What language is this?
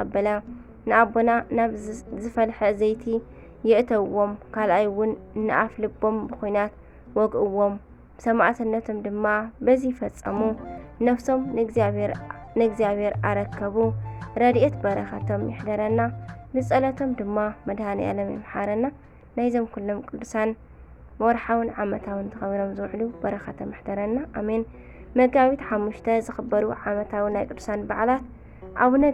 Tigrinya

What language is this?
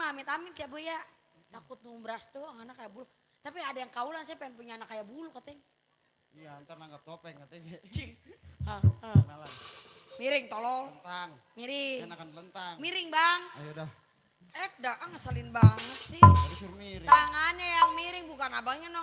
Betawi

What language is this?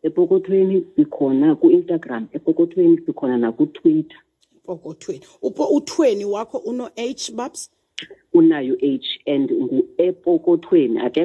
Xhosa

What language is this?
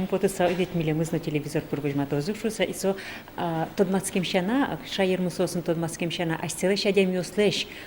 Udmurt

